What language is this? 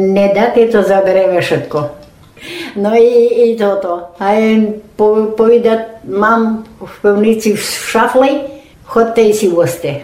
Rusyn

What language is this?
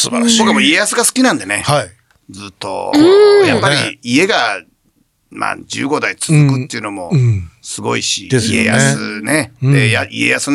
Japanese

